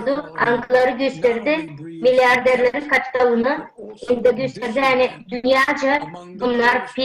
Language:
Gagauz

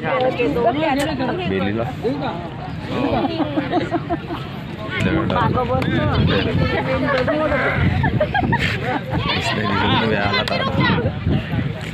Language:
Marathi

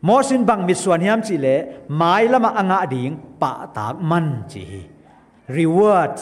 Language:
Tedim Chin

